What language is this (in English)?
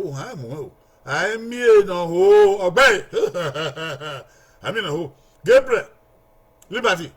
Bini